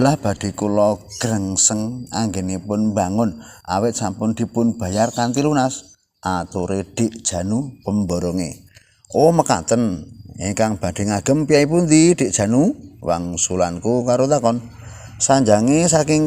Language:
Javanese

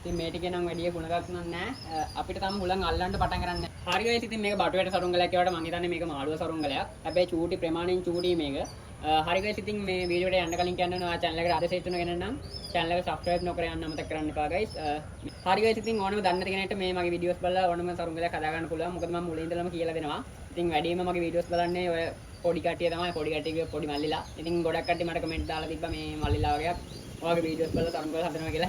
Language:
Sinhala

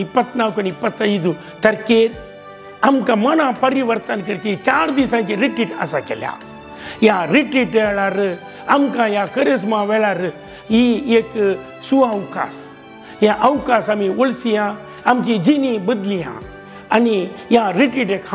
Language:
Konkani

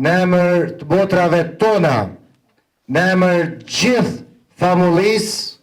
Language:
Albanian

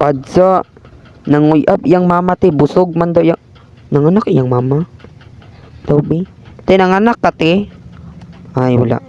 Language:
Cebuano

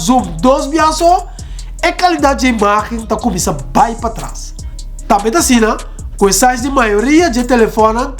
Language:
Papiamento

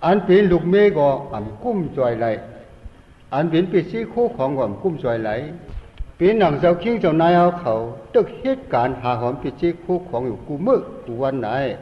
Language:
Shan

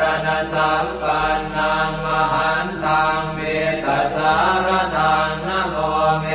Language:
Pali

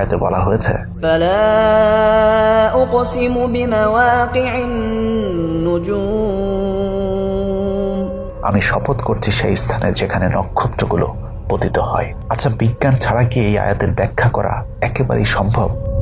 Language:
Bangla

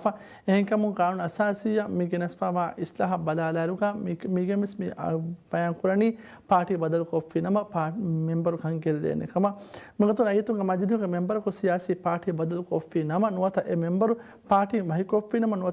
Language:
Divehi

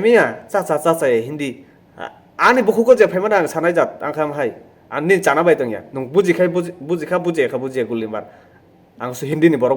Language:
Kok Borok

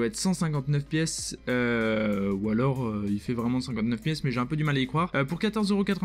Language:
French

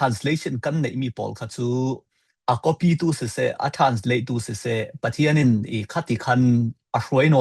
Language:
Falam Chin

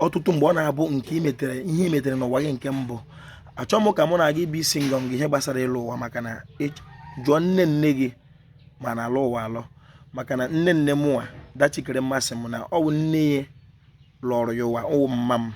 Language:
Igbo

